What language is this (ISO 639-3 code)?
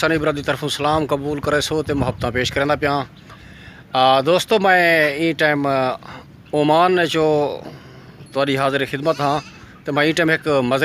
skr